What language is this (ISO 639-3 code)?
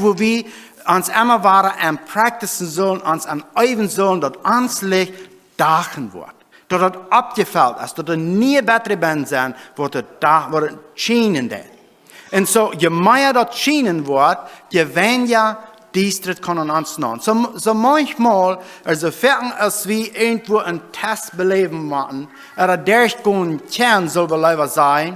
pdt